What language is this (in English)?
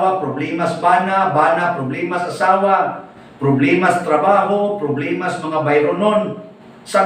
Cebuano